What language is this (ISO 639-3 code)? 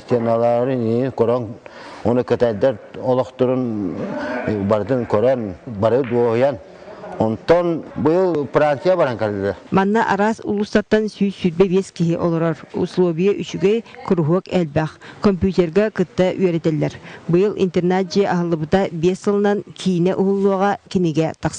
sah